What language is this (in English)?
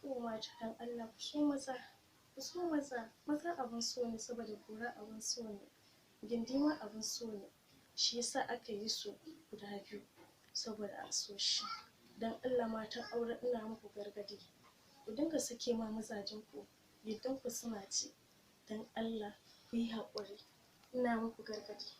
Hausa